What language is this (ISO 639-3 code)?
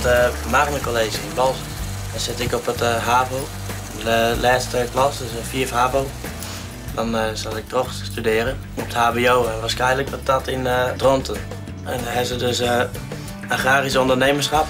fry